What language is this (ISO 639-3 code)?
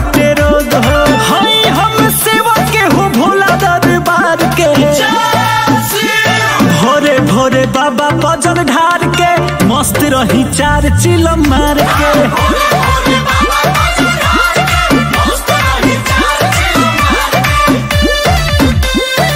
bho